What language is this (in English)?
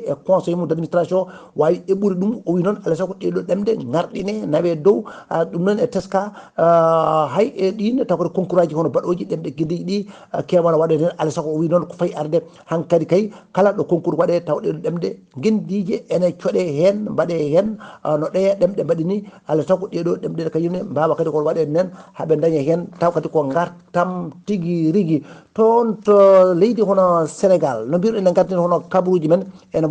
Fula